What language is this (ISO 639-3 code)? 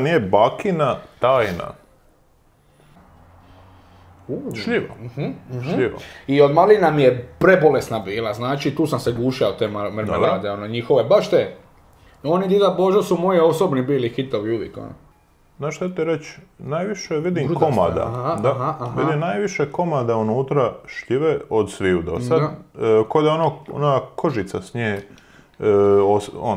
hrv